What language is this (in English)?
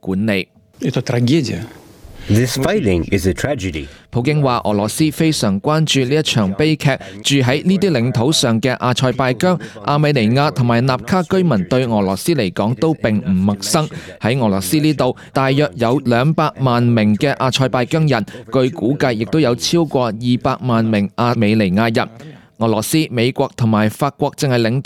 Cantonese